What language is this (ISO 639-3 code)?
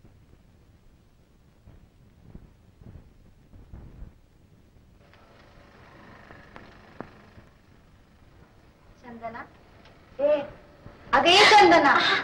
mar